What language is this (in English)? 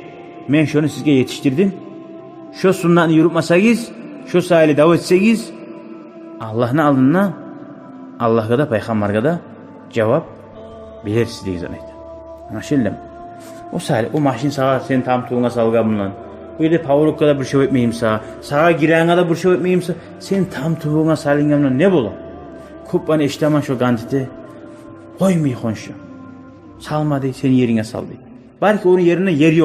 Kumyk